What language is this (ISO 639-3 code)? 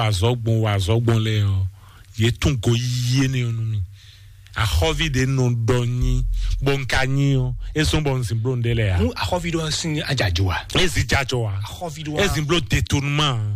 fon